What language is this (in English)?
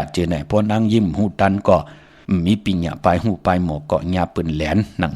Shan